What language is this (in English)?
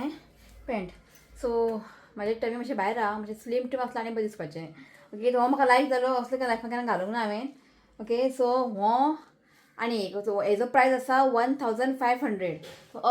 Konkani